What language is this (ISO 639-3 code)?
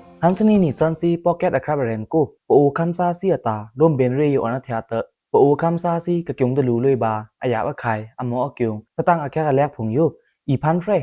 blk